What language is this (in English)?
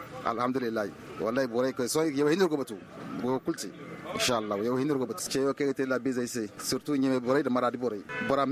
Zarma